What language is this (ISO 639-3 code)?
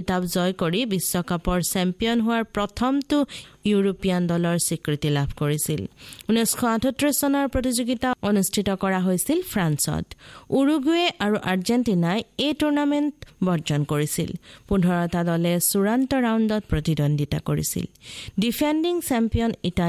asm